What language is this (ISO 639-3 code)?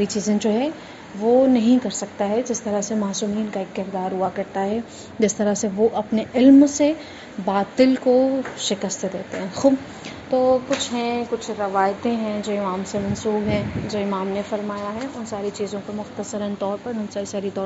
urd